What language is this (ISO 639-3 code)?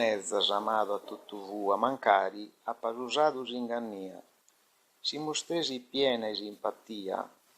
srd